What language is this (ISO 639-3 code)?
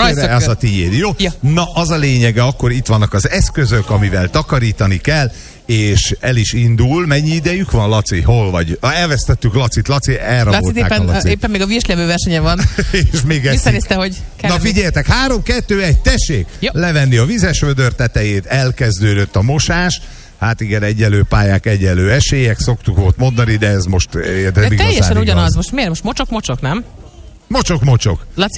hun